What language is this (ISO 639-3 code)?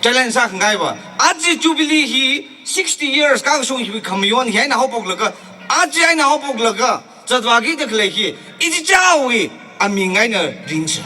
nmf